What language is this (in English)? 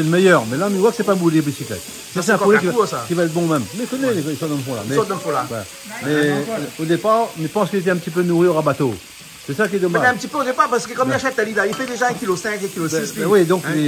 Réunion Creole French